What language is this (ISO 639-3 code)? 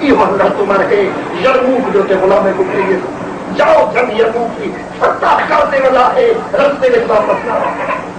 skr